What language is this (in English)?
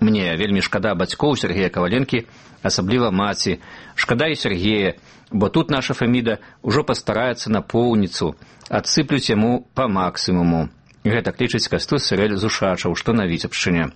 Belarusian